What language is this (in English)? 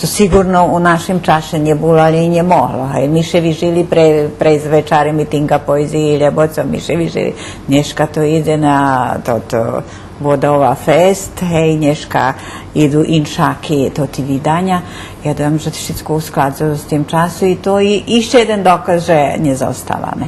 Rusyn